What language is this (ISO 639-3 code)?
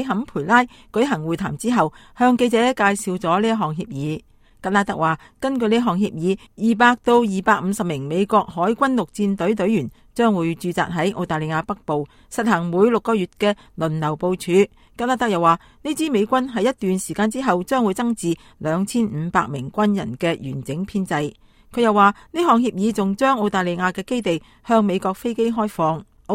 yue